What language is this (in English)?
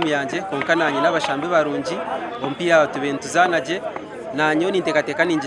Nyankole